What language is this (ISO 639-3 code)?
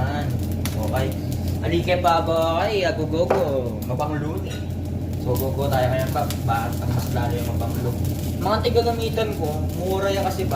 pam